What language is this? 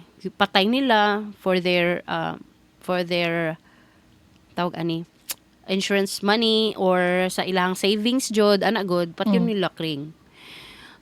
Cebuano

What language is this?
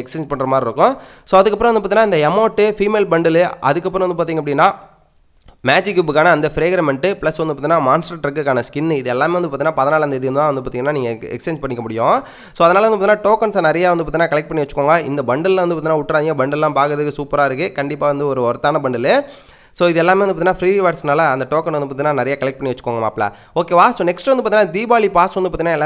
Tamil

